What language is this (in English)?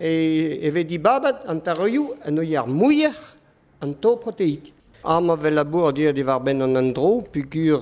Breton